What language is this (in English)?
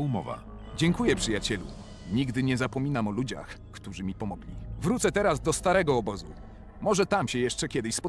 Polish